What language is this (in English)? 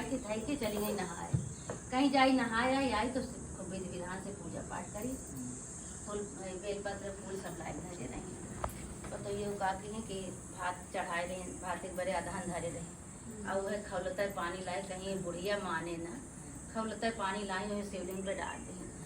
Awadhi